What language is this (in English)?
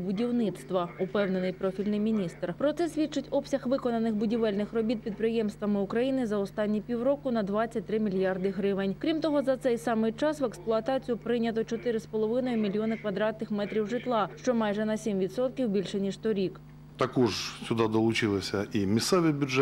Ukrainian